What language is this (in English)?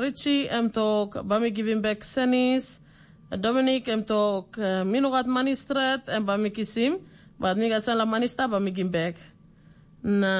Tok Pisin